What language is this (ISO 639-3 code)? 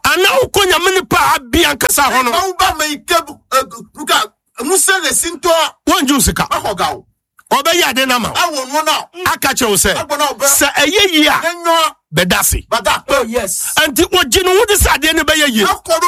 aka